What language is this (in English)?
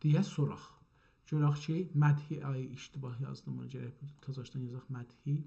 South Azerbaijani